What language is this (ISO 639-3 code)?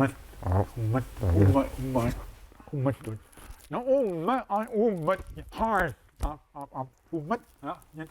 kal